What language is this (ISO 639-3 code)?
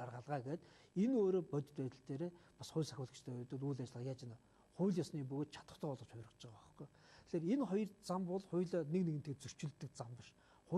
mon